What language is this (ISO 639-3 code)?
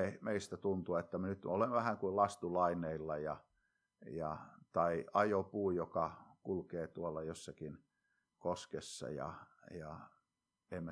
fin